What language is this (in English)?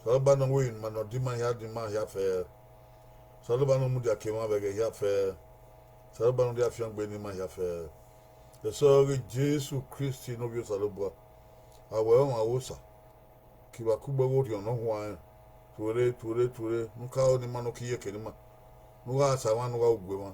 Bini